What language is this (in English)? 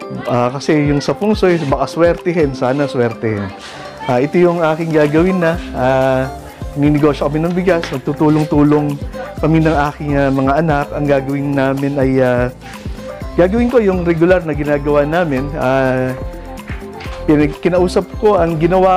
Filipino